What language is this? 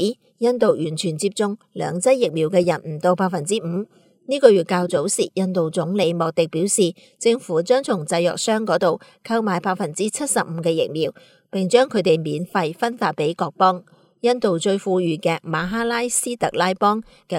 Cantonese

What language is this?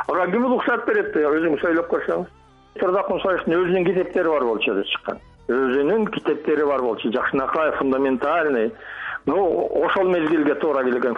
Kyrgyz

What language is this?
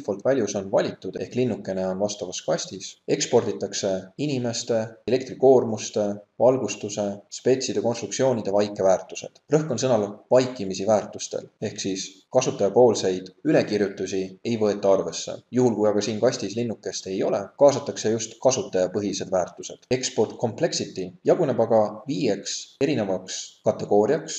Estonian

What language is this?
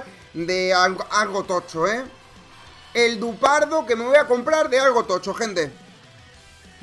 Spanish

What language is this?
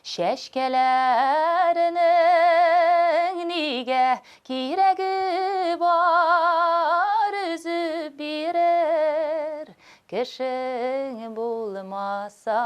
Tatar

